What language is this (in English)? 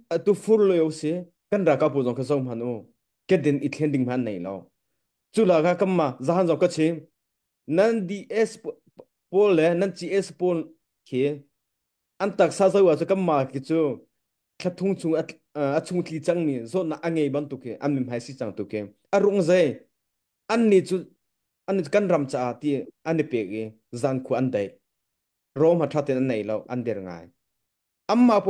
Hakha Chin